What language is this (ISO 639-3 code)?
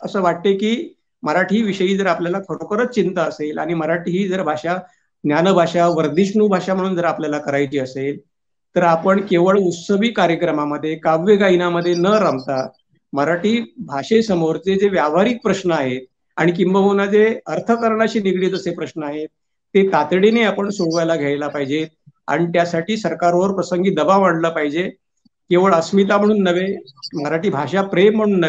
mar